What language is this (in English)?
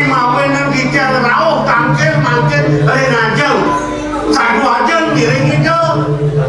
Balinese